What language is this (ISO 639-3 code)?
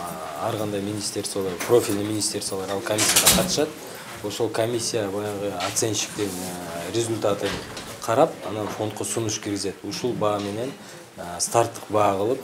kir